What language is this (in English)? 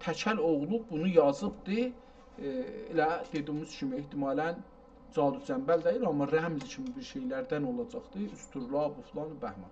South Azerbaijani